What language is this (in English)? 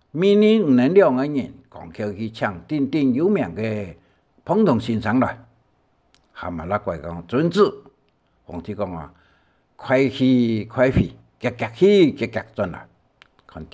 Hakka Chinese